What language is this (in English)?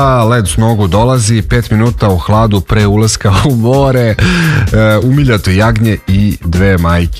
Serbian